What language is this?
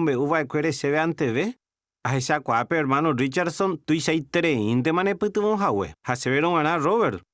Guarani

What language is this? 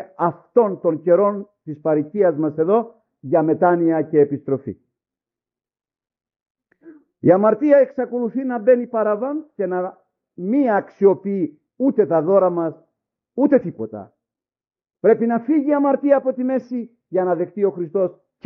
Greek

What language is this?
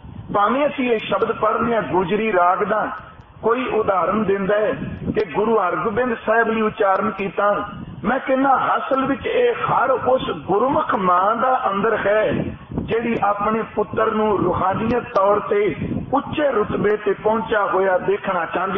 Punjabi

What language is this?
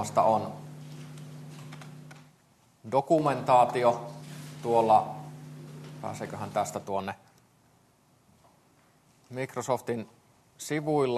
Finnish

